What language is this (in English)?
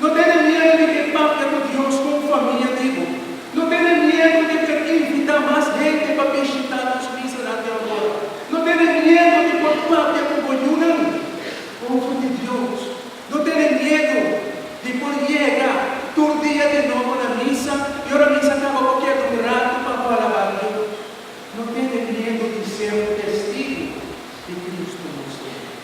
Papiamento